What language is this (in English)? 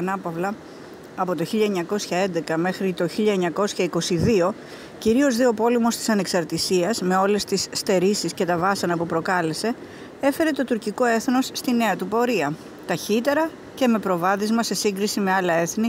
Greek